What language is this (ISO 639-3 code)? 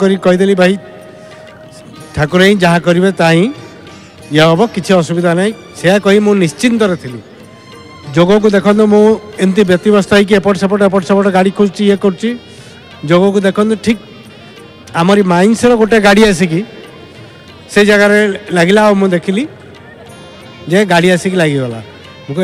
ori